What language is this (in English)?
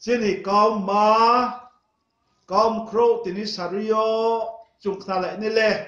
Riang (India)